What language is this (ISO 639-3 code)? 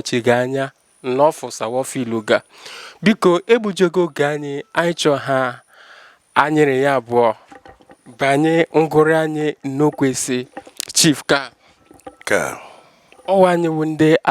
ibo